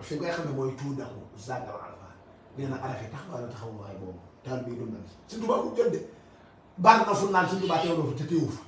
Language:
Wolof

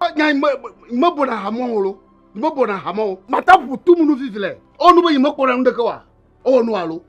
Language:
Ewe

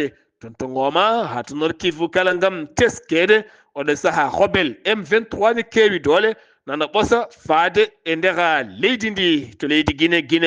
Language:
Fula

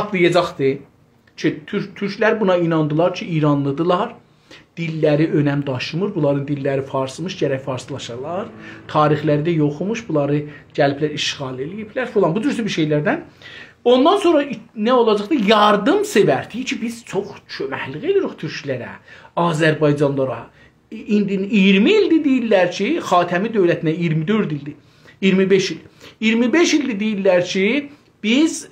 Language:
South Azerbaijani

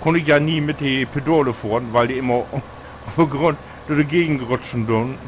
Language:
Low German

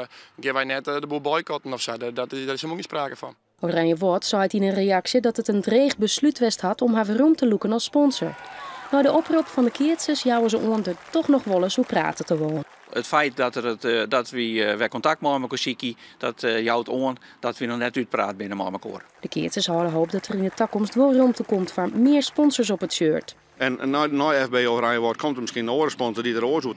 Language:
Western Frisian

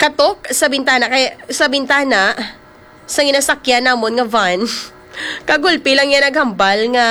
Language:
Hiligaynon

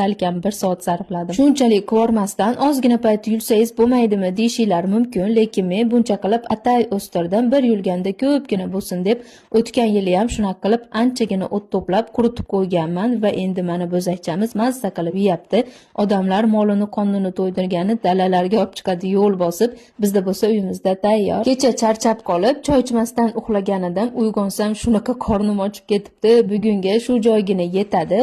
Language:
Uzbek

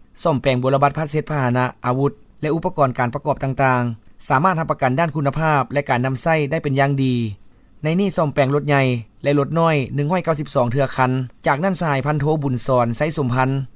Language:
Lao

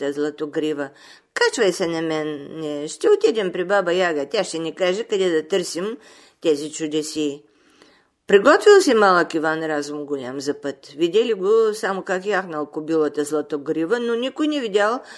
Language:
Bulgarian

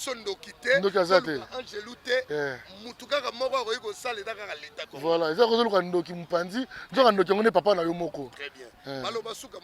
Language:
Lingala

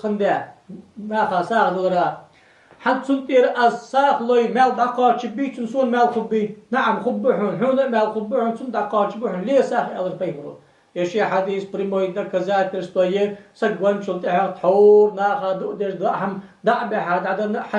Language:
Ingush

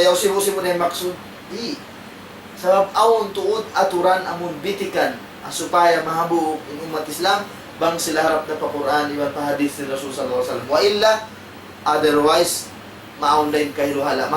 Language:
Tausug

